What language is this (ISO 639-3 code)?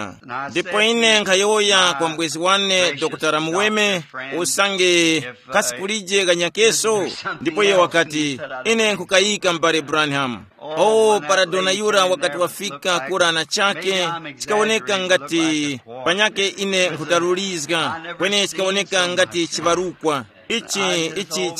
tum